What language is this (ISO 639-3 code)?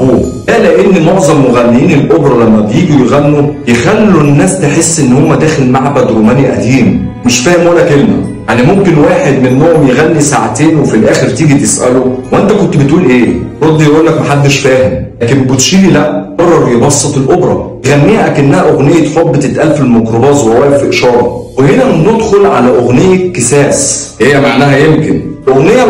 arz